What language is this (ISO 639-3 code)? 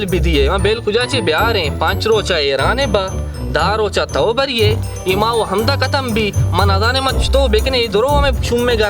bal